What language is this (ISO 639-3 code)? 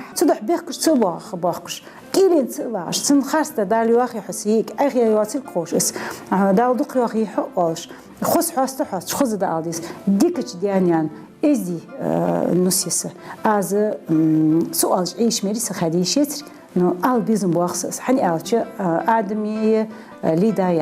inh